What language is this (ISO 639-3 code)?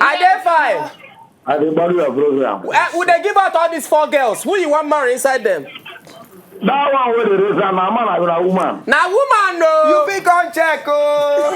pcm